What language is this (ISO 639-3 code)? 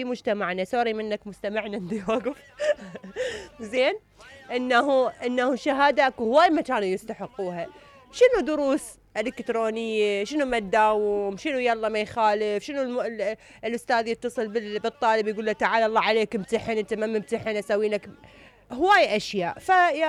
acm